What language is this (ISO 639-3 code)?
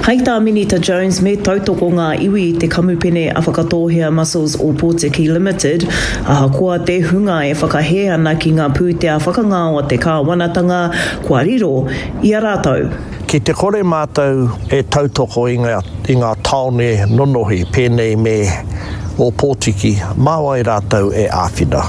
mri